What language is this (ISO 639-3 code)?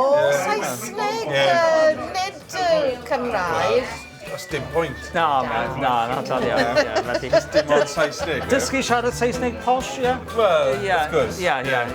cym